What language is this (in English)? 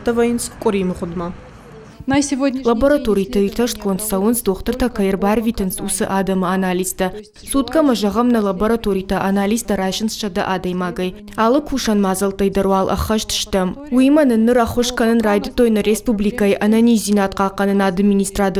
Ossetic